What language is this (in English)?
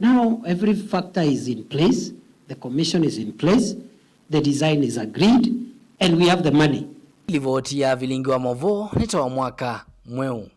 Kamba